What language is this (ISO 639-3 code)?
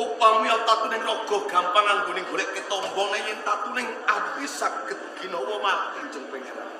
jav